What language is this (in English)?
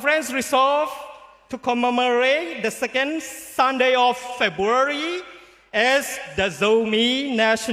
Tedim Chin